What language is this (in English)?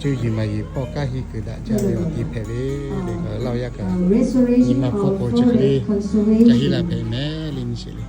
Lahu